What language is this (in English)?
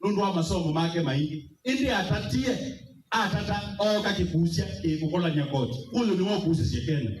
Kamba